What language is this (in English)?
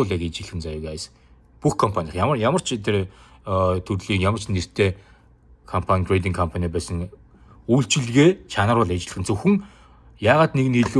Mongolian